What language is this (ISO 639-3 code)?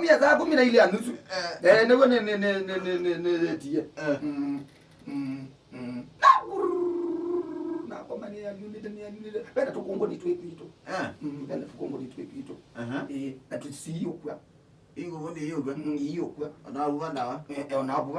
kam